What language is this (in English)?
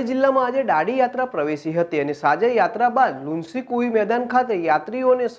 Gujarati